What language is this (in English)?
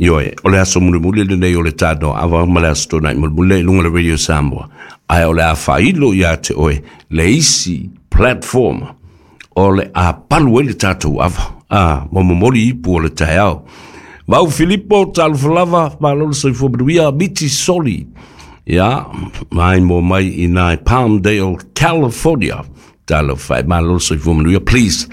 Samoan